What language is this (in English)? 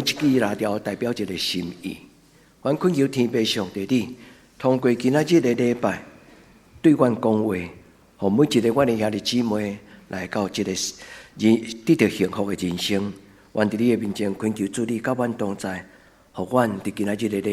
Min Nan Chinese